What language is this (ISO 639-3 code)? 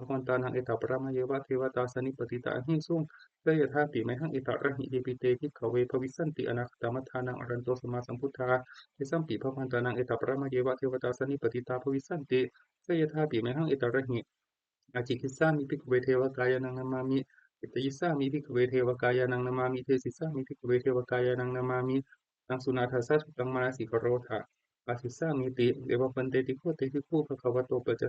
pli